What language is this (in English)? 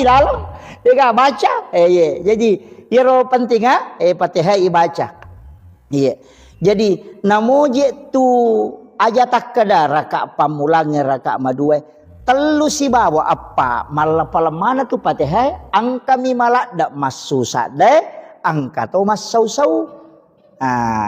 Buginese